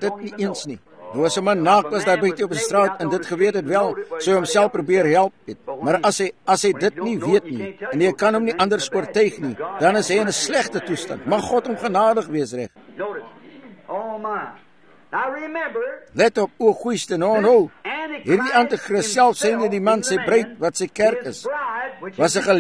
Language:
Afrikaans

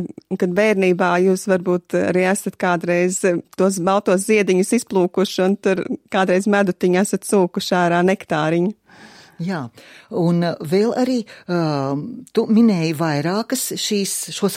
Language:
Latvian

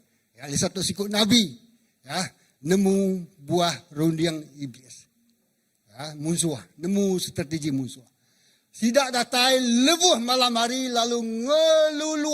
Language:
Iban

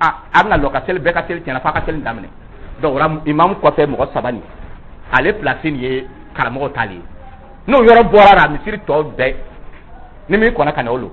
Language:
Dyula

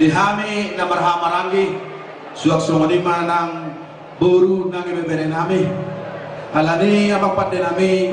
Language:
Batak Toba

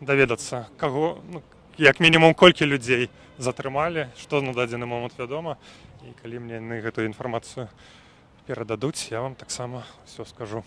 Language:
Belarusian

